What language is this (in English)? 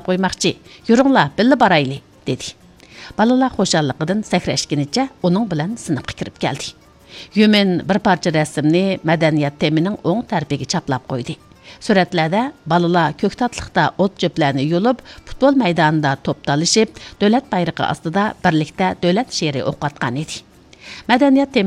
Uyghur